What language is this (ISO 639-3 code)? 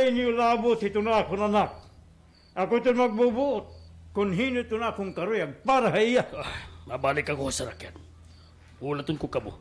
war